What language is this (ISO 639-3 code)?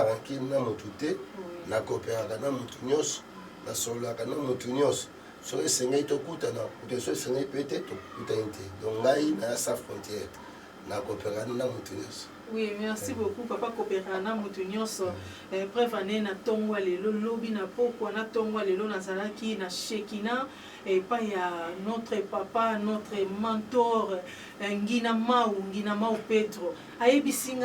lin